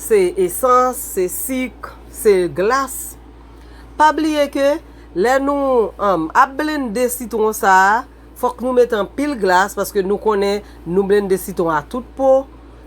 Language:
Haitian Creole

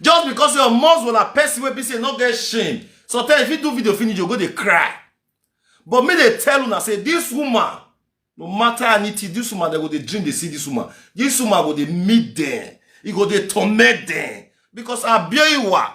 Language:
Nigerian Pidgin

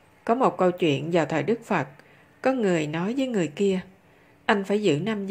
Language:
Vietnamese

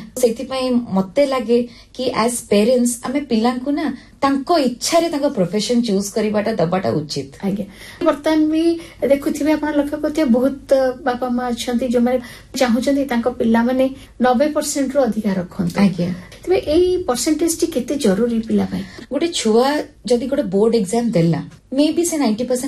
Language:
Odia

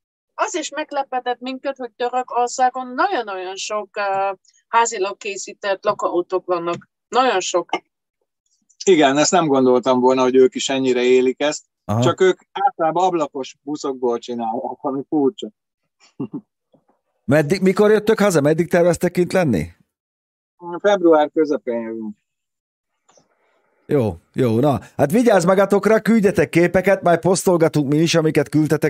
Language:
Hungarian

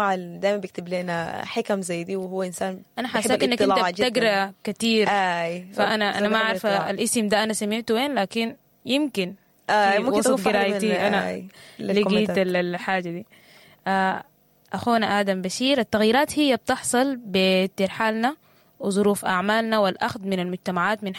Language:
Sudanese Arabic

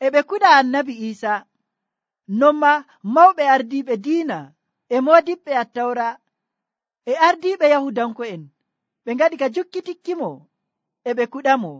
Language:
Nigerian Fulfulde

